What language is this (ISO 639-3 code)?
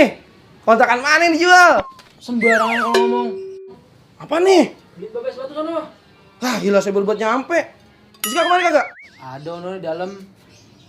bew